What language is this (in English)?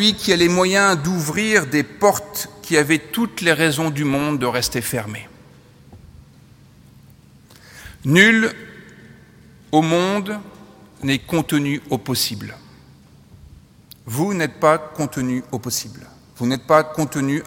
French